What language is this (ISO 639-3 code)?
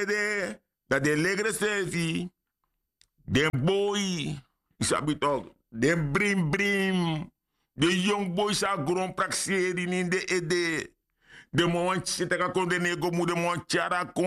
srn